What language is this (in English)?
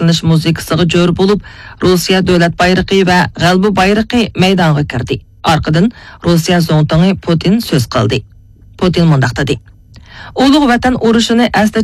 Uyghur